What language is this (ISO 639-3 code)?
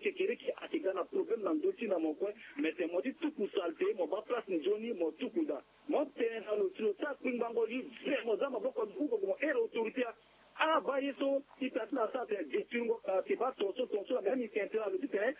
sag